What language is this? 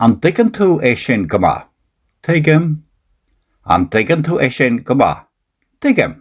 Irish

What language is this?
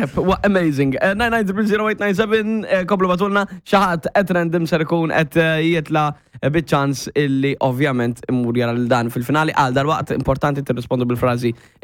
Maltese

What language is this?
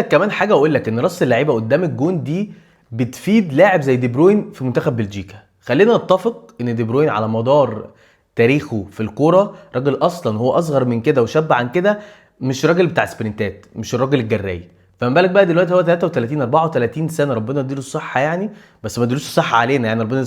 Egyptian Arabic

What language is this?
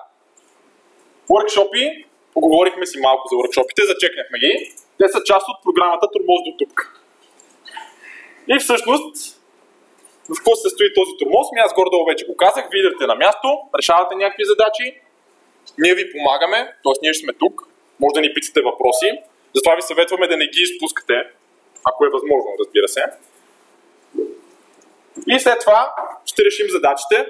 Bulgarian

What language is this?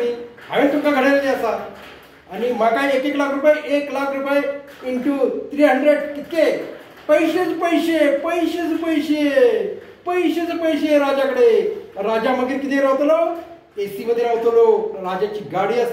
Konkani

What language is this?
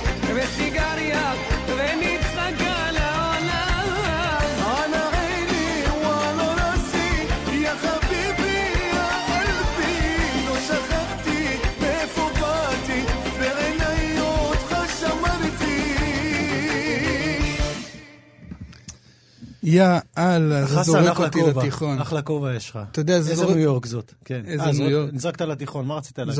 Hebrew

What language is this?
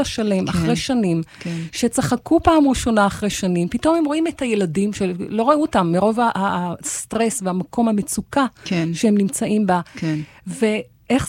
Hebrew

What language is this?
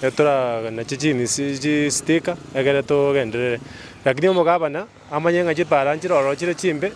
Gusii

